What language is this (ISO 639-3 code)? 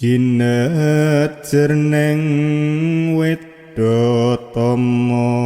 jav